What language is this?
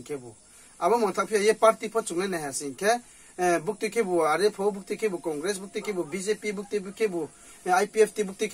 Riang (India)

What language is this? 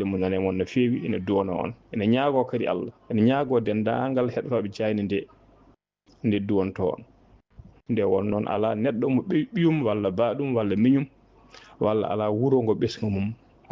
Fula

